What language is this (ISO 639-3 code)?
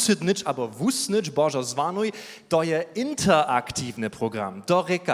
hsb